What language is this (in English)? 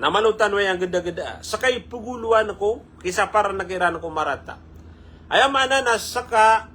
Maranao